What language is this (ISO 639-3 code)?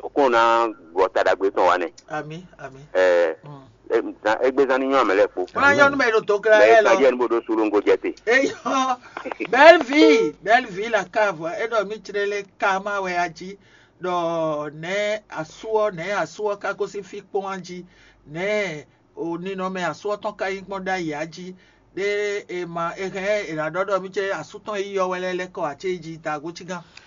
fon